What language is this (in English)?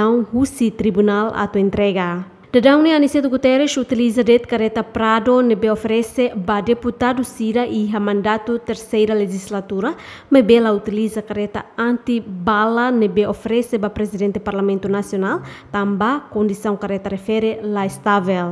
Tetum